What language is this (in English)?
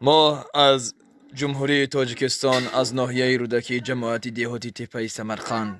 Tajik